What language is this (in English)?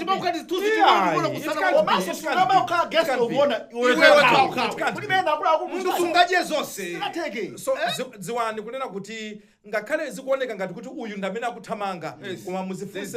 Nyanja